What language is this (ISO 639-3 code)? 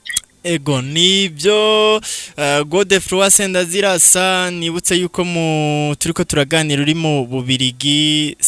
run